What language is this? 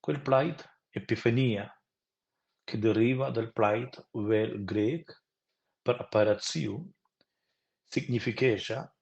Romansh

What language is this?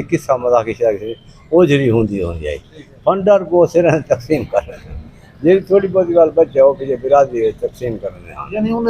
Saraiki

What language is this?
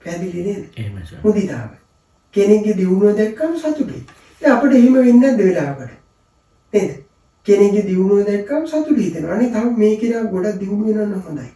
Sinhala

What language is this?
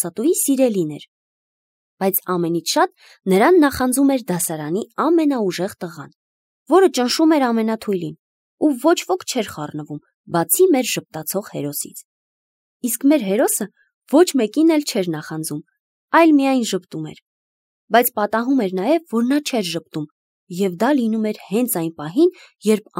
Armenian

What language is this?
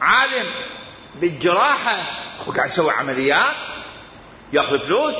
Mesopotamian Arabic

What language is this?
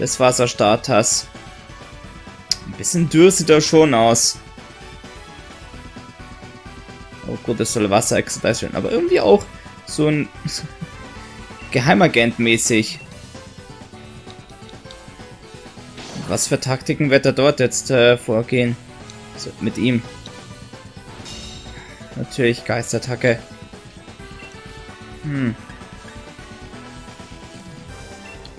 German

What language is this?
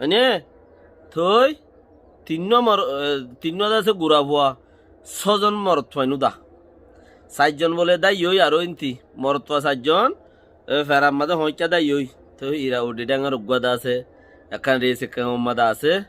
Rohingya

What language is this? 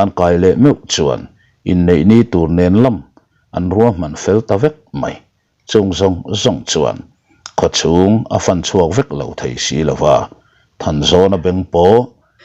Mizo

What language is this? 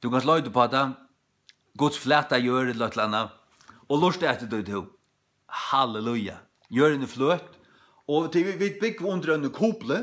Faroese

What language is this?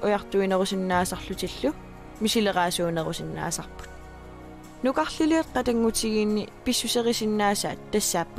Kalaallisut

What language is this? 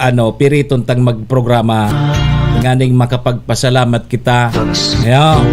Bikol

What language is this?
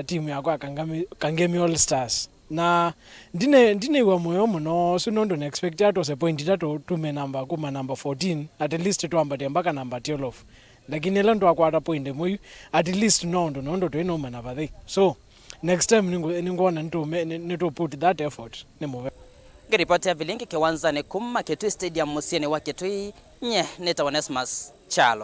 Kamba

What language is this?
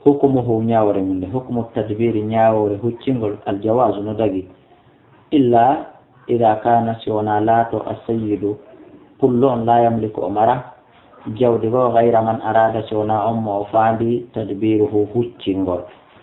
Fula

